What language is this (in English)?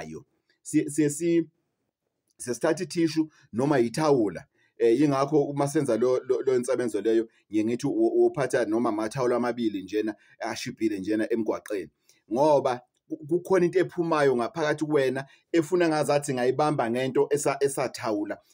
Zulu